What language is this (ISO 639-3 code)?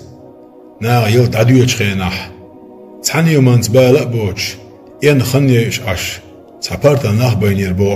che